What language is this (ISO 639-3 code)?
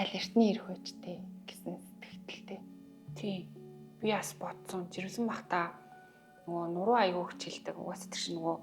mon